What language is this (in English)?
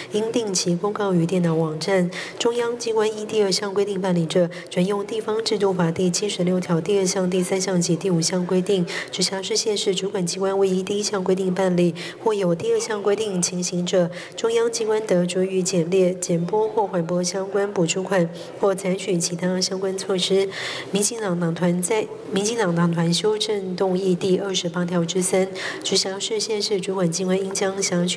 Chinese